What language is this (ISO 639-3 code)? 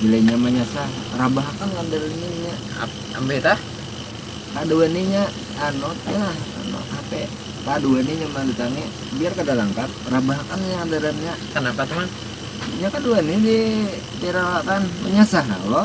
bjn